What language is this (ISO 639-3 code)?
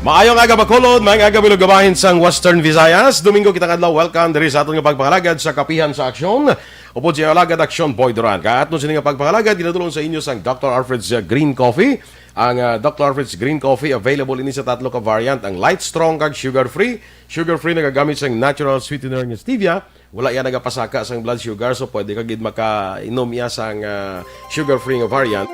hil